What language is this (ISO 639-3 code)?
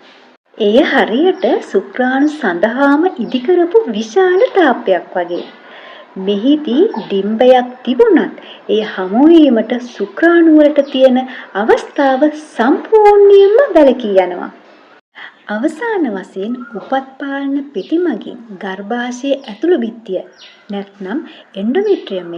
sin